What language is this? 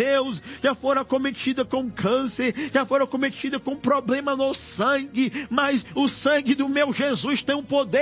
Portuguese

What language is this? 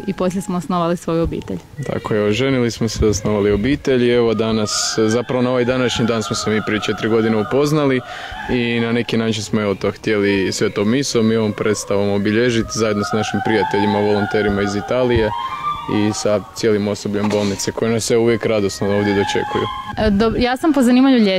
Croatian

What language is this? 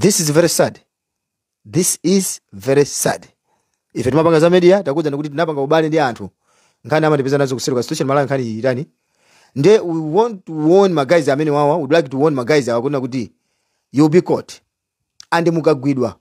Nyanja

